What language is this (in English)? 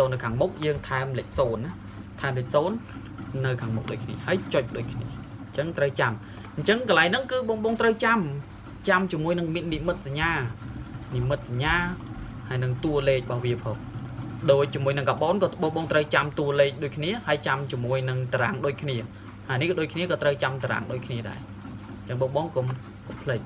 Khmer